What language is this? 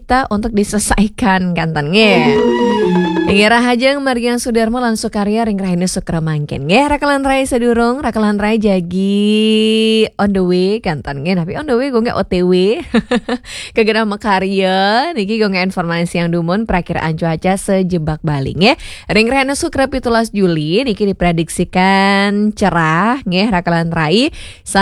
Balinese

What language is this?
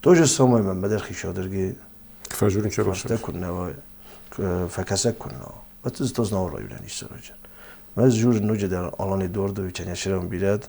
Ossetic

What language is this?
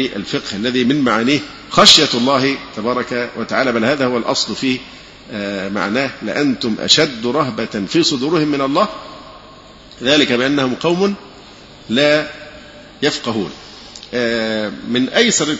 Arabic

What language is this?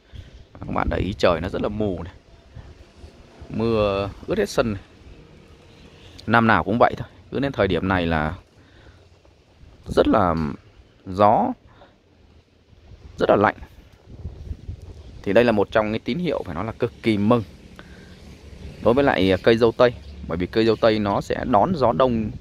Vietnamese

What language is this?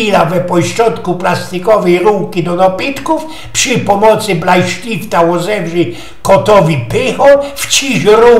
Silesian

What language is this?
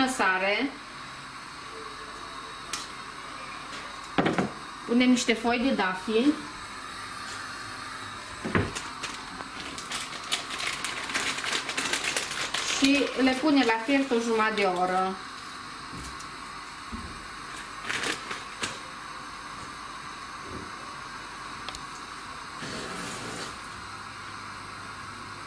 Romanian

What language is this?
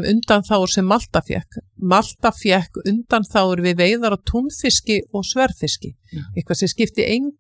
Icelandic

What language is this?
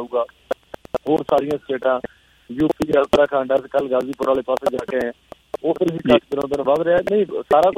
Punjabi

